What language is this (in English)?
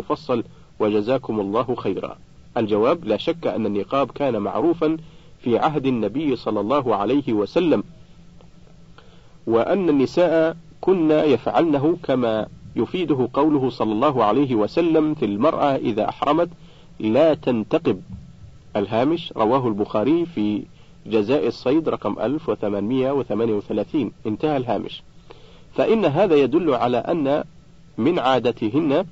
Arabic